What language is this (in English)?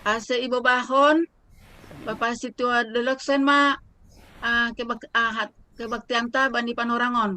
Batak Simalungun